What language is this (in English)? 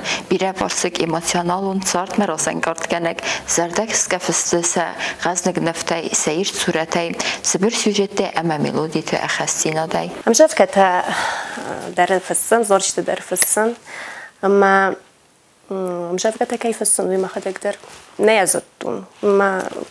Ossetic